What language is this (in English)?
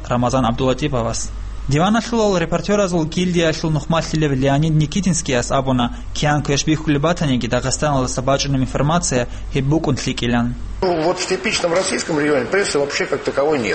Avaric